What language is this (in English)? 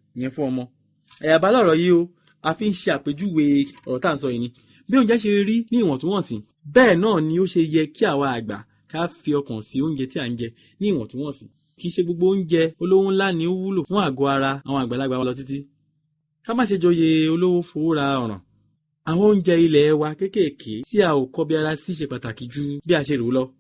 Yoruba